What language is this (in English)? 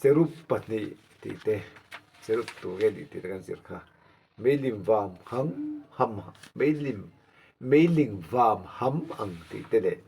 Mizo